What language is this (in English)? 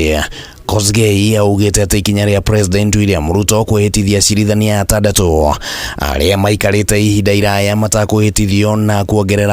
Kikuyu